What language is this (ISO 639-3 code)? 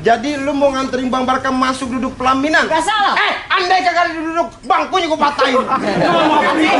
bew